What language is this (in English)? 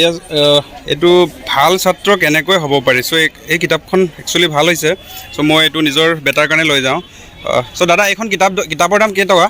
Assamese